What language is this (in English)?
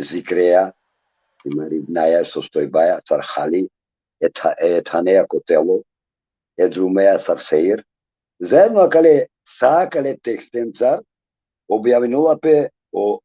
Balkan Romani